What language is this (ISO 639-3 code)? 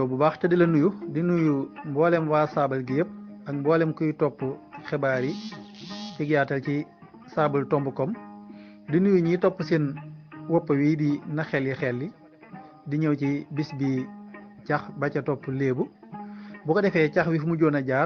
wol